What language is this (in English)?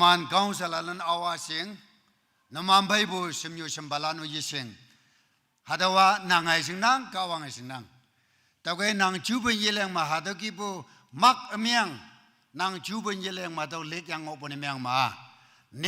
Naga Pidgin